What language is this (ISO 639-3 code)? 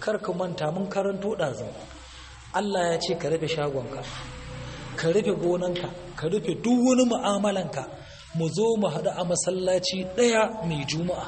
hau